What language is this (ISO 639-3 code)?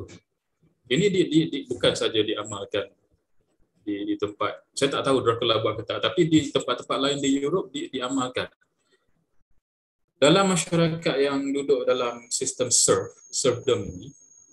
msa